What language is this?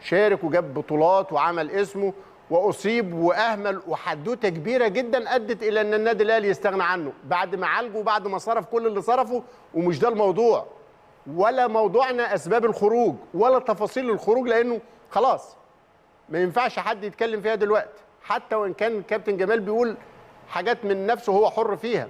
Egyptian Arabic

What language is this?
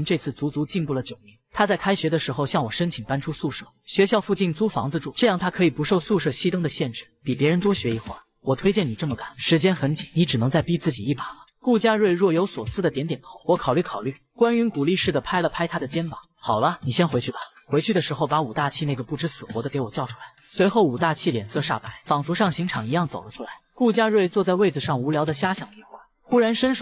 Chinese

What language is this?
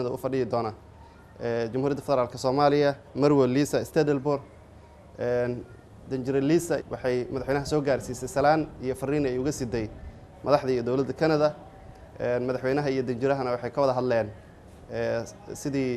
Somali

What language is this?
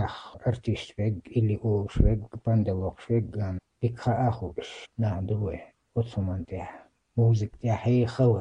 Chechen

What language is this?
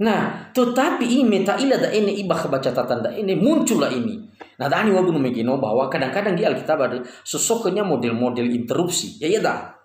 Nias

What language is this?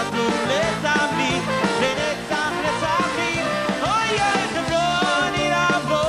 Hebrew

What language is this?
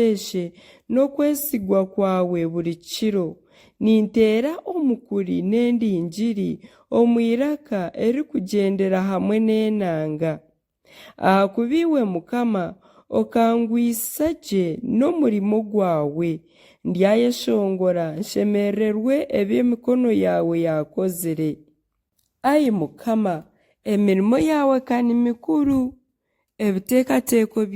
Nyankole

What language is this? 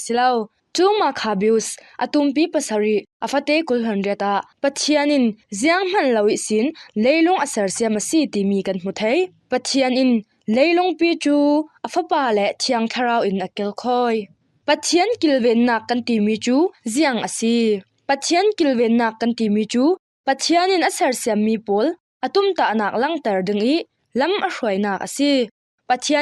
Falam Chin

